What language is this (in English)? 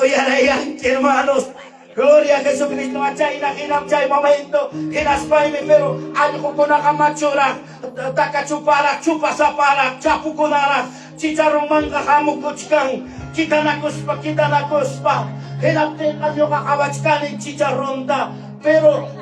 Ayacucho Quechua